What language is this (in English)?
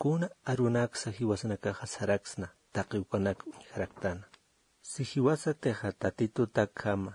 Aymara